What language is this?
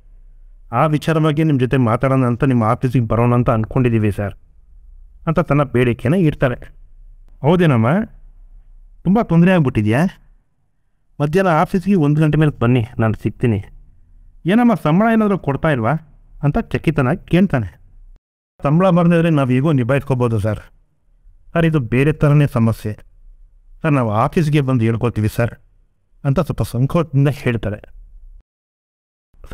Kannada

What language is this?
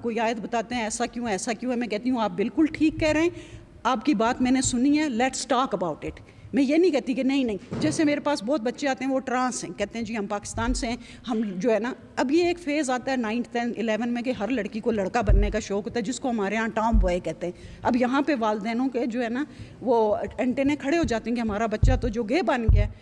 Urdu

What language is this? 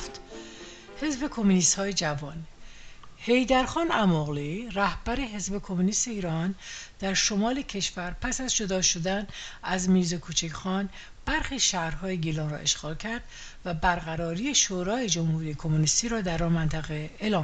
Persian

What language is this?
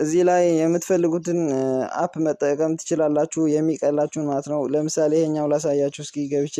Amharic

